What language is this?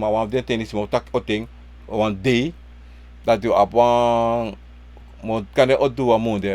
Sranan Tongo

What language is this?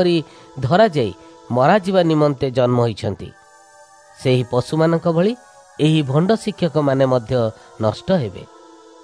Odia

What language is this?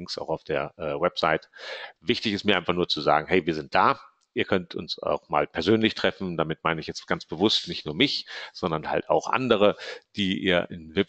German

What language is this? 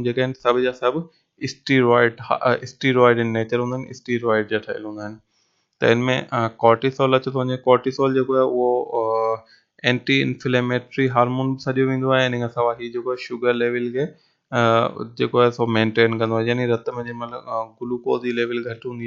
Sindhi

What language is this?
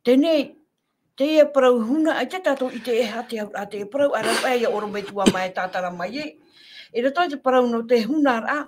Tahitian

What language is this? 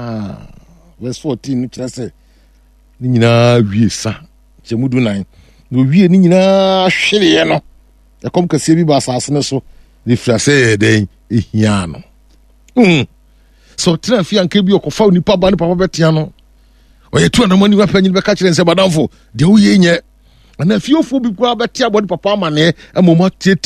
Akan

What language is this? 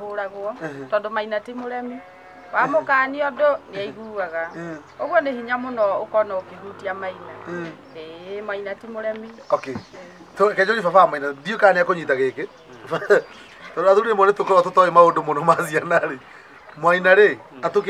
Kikuyu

